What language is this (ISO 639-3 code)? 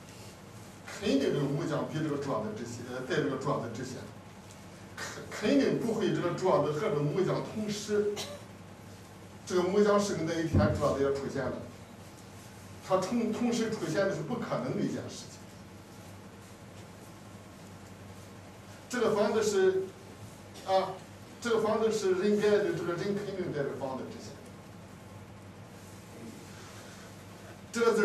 zho